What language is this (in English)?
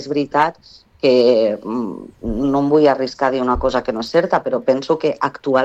Catalan